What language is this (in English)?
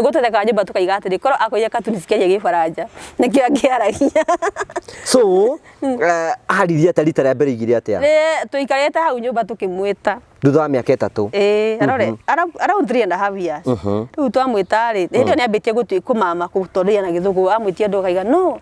Kikuyu